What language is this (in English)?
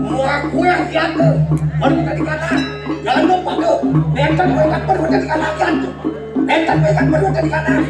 Balinese